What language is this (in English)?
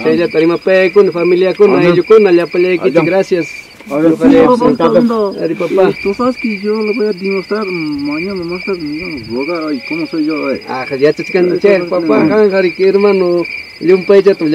Ayacucho Quechua